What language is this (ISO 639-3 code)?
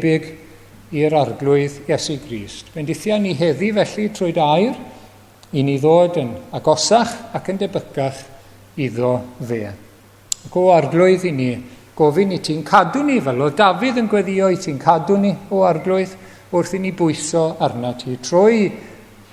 cym